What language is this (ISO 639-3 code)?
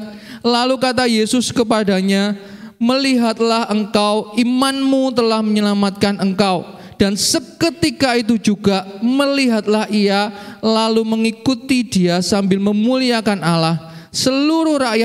ind